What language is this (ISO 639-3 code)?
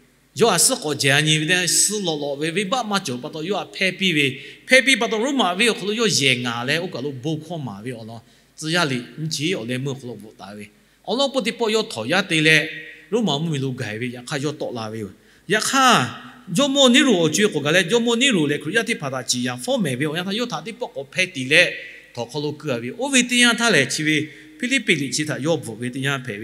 lhu